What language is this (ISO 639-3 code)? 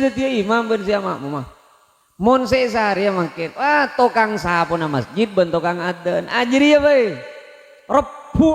mad